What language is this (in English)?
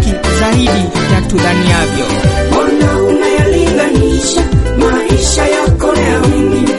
Swahili